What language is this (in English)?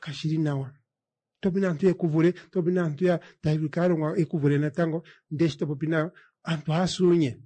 Kuanyama